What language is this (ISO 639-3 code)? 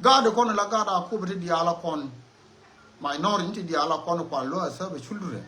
nus